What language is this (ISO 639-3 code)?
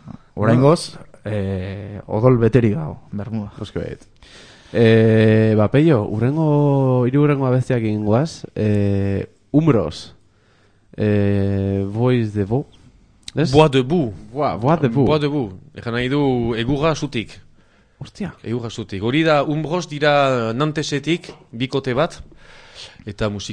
eus